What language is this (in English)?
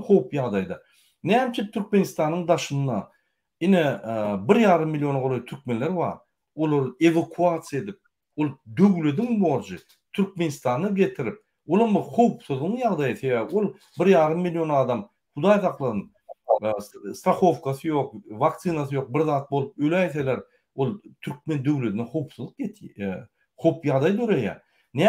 Turkmen